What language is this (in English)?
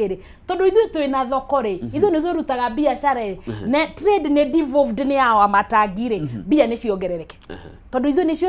Kikuyu